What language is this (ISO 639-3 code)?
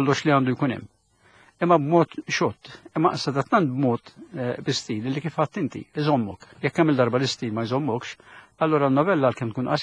mlt